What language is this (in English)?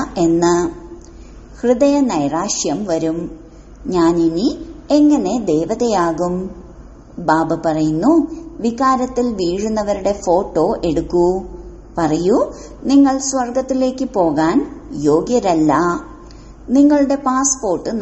Malayalam